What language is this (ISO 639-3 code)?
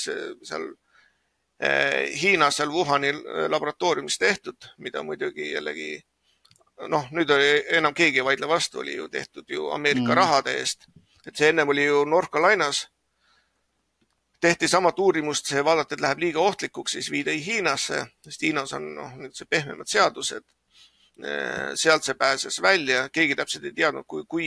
est